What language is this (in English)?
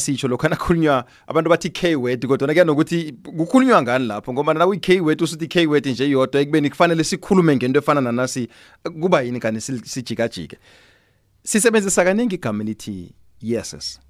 South Ndebele